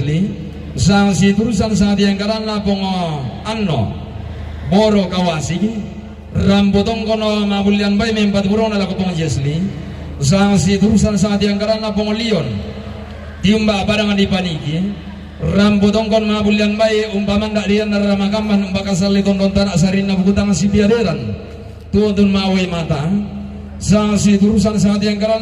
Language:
Toraja-Sa'dan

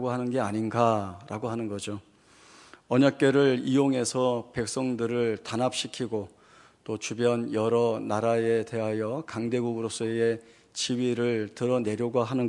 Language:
Korean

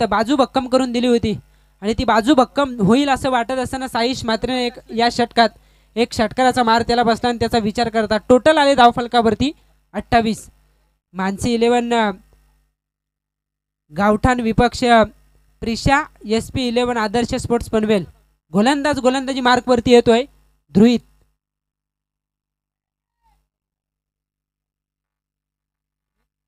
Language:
Marathi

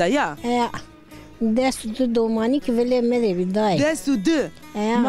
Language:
Zaza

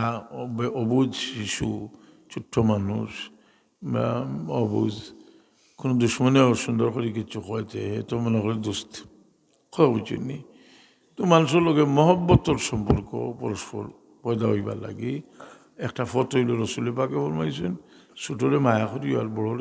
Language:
Sylheti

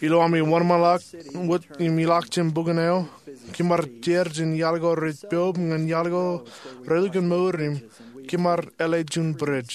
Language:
Marshallese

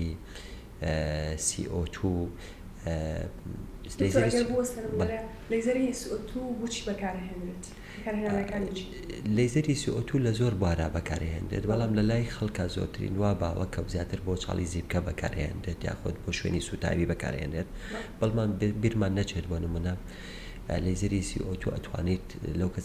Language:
Central Kurdish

